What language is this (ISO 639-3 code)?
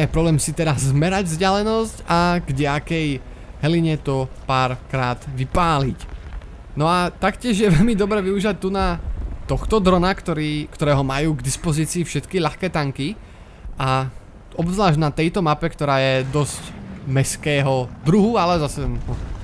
slk